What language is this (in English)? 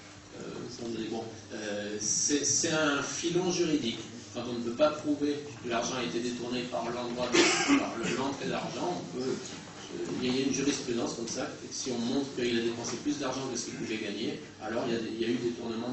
French